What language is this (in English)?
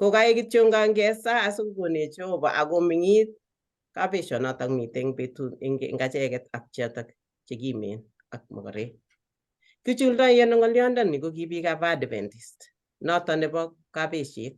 Kalenjin